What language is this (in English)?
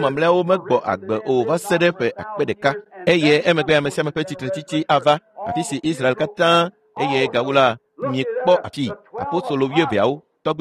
Ewe